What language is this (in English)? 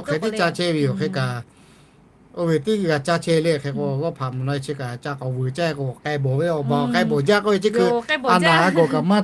Lahu